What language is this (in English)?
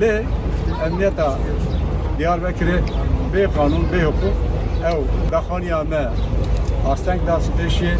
Kurdish